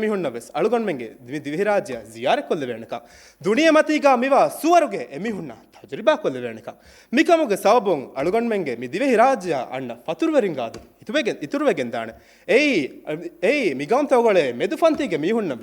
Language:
Divehi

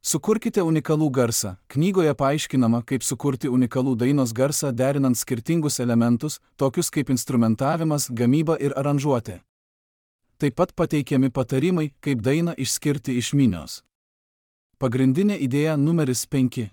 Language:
Lithuanian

